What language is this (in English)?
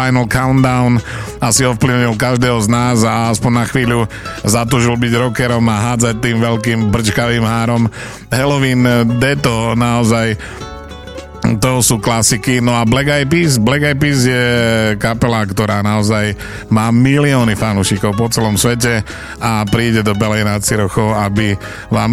Slovak